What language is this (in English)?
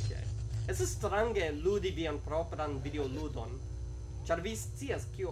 Esperanto